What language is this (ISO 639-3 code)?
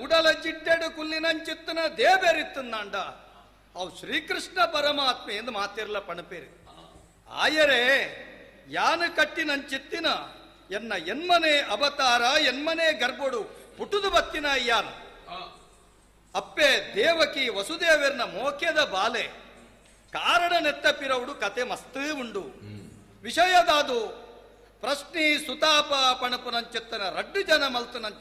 tcy